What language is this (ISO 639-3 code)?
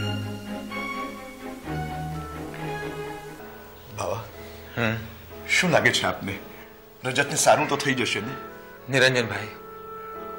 guj